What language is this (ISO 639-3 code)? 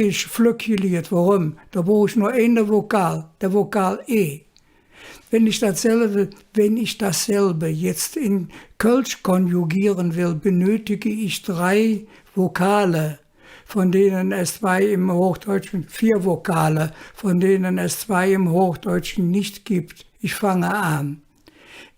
ksh